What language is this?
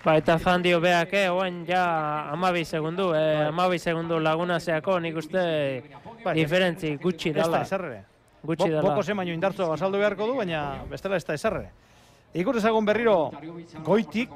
Basque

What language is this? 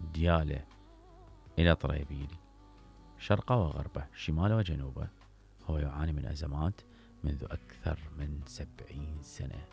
Mesopotamian Arabic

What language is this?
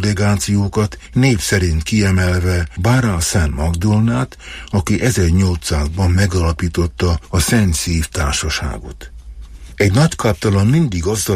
Hungarian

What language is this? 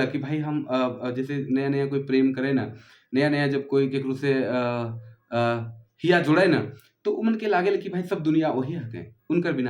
Sadri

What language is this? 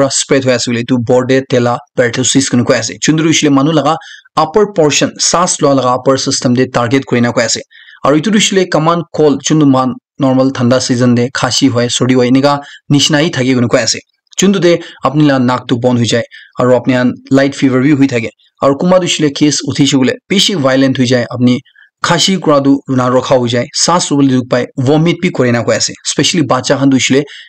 Naga Pidgin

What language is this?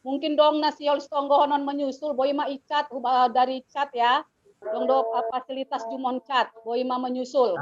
Batak Simalungun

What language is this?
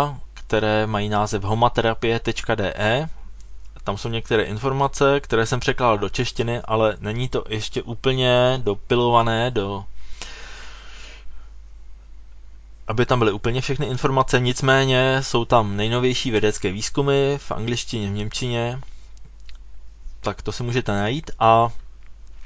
Czech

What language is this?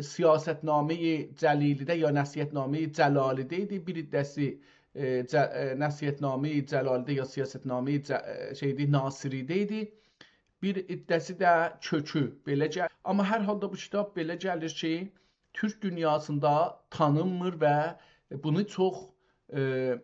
South Azerbaijani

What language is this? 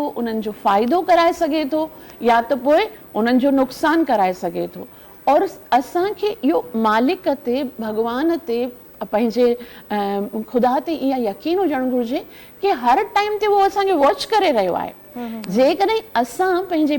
Sindhi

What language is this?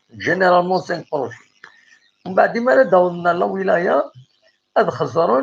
Kabyle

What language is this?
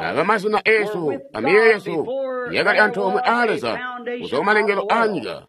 Tonga (Zambia)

